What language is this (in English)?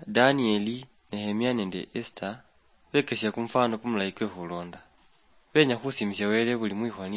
Luyia